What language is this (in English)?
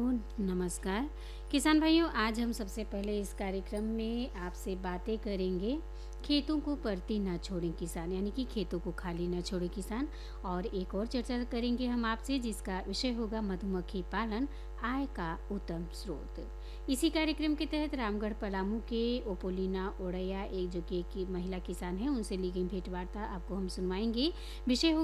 Hindi